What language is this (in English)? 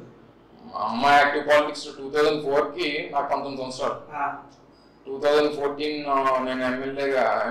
Telugu